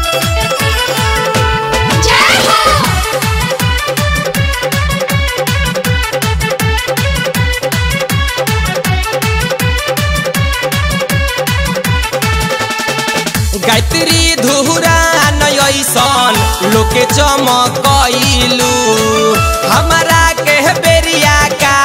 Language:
Bhojpuri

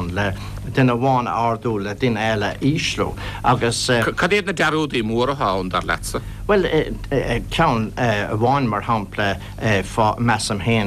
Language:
Irish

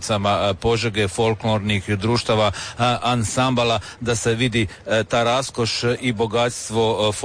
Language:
Croatian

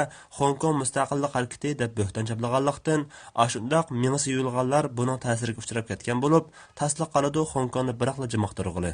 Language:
Uyghur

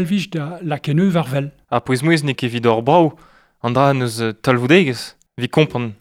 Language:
Breton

